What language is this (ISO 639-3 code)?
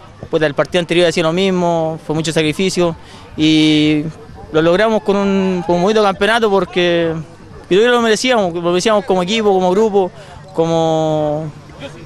spa